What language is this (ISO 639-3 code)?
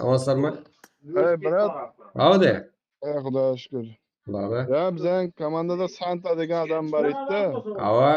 kaa